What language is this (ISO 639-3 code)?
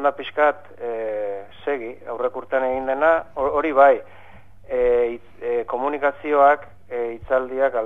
eus